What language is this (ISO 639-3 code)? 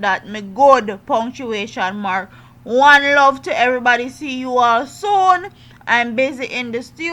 jam